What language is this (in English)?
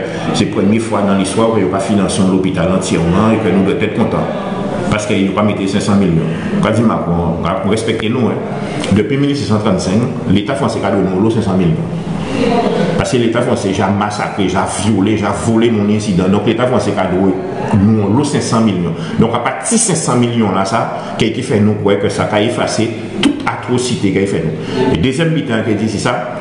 Guadeloupean Creole French